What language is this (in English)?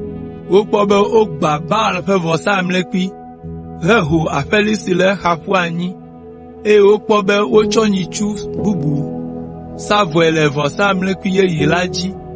Ewe